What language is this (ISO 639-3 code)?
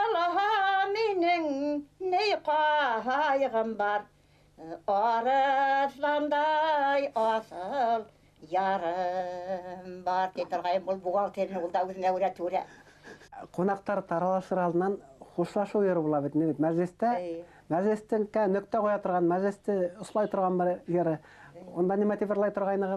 bak